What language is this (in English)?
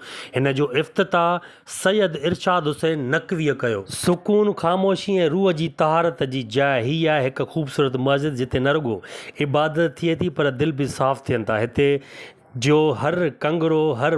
Sindhi